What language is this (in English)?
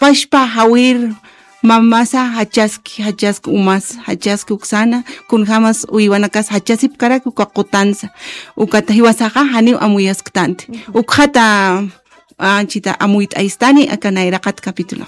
Aymara